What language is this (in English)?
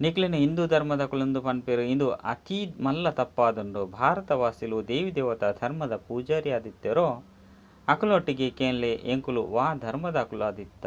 Tulu